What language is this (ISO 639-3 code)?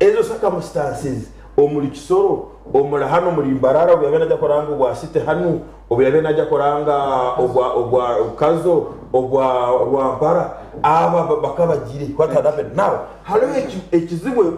nyn